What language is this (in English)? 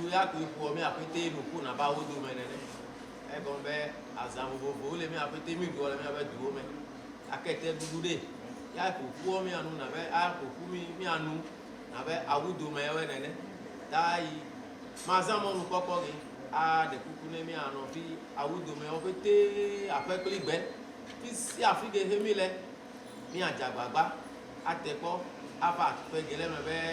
Ewe